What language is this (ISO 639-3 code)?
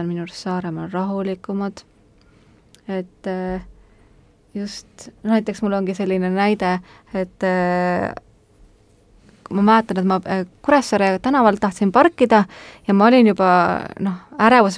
est